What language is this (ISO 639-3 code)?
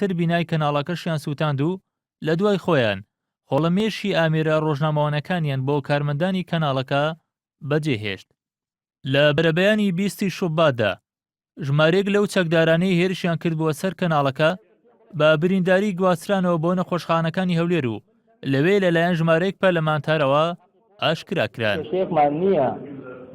ckb